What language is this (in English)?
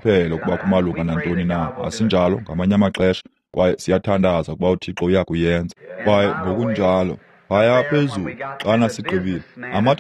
Xhosa